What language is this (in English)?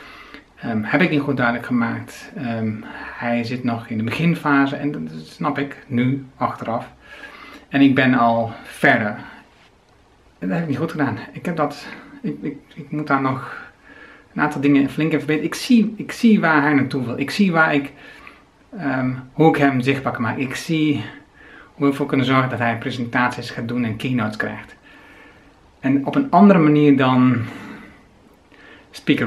Dutch